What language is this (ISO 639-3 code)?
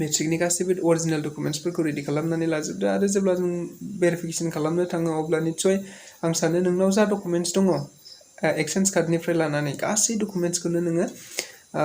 brx